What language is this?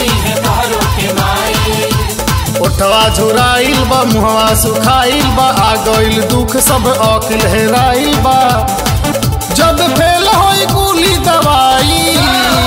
Bhojpuri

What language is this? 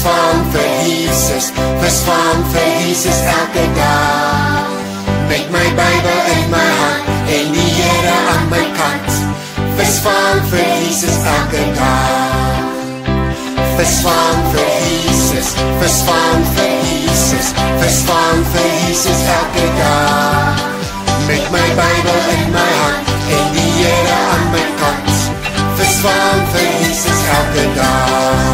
Afrikaans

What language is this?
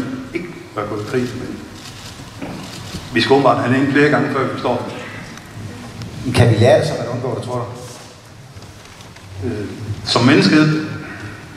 Danish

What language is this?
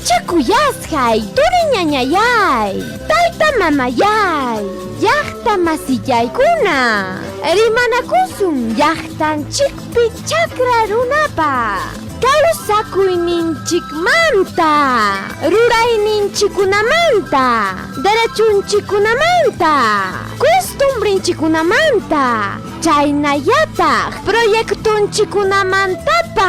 Ayacucho Quechua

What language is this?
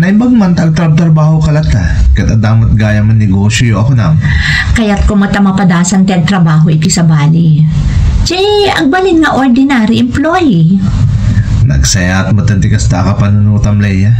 Iloko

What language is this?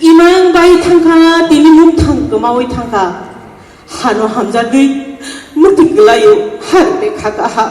Kok Borok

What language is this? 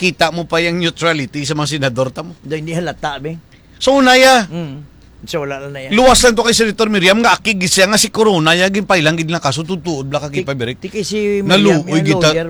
Hiligaynon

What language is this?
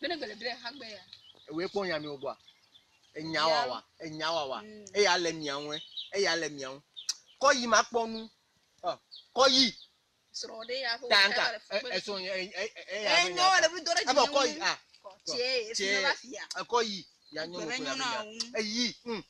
Ewe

